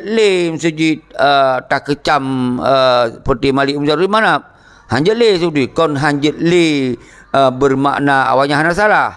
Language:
Achinese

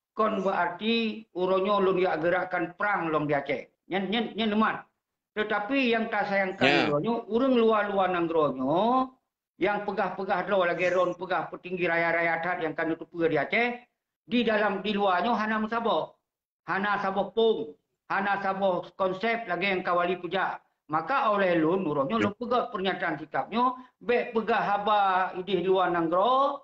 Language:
Achinese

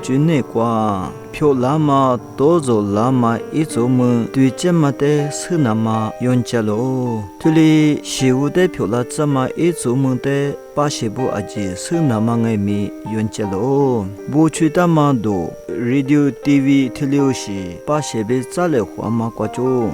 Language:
Lisu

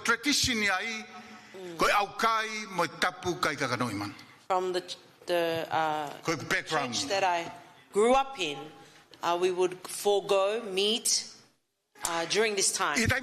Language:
Tongan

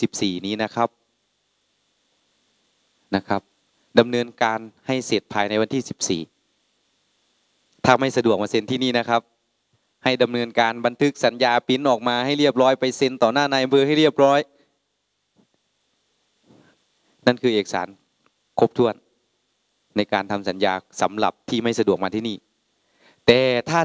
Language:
Thai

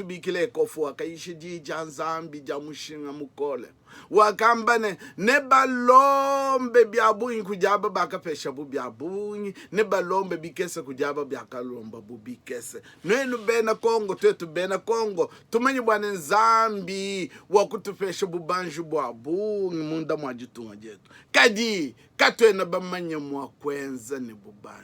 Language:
Luba-Lulua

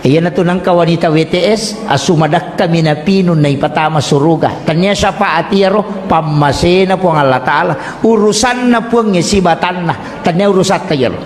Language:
Buginese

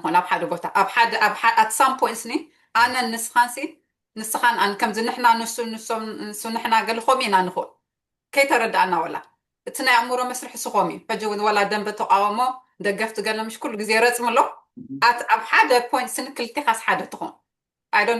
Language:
Tigrinya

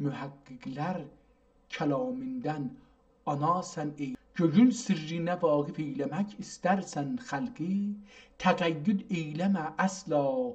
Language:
South Azerbaijani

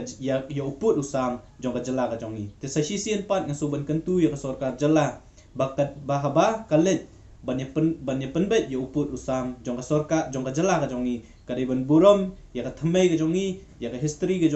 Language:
Khasi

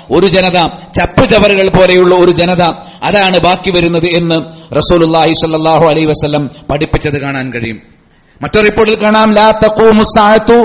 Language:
Malayalam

